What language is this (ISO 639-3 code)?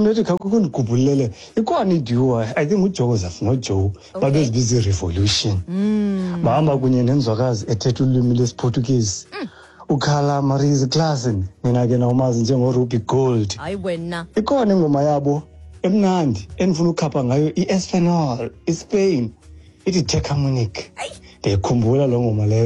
xho